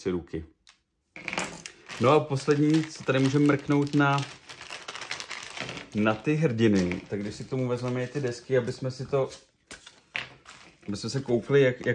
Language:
Czech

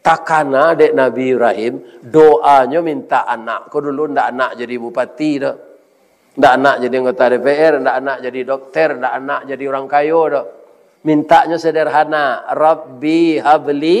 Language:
Minangkabau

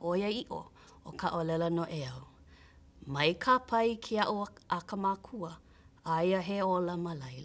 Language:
Hawaiian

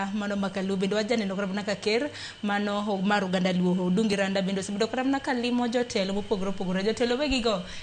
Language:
Luo (Kenya and Tanzania)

